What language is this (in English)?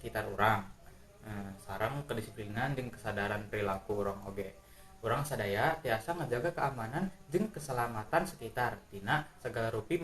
Sundanese